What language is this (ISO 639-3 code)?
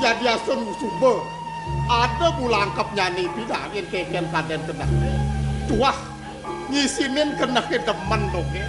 ban